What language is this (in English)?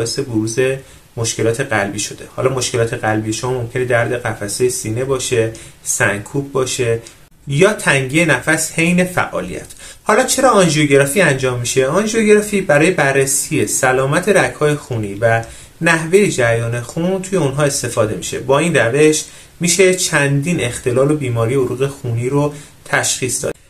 Persian